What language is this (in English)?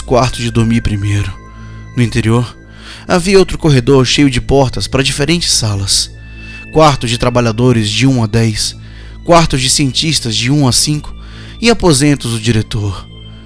Portuguese